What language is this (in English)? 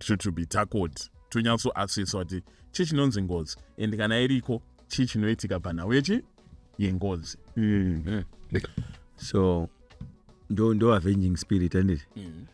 Shona